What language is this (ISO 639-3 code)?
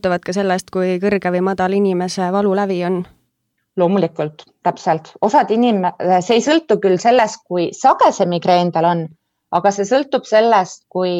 est